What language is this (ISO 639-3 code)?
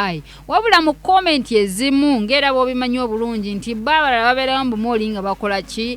lug